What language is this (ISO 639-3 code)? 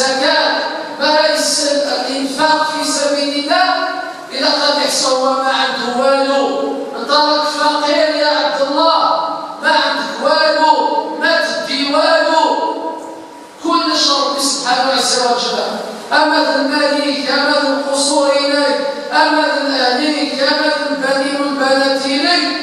arq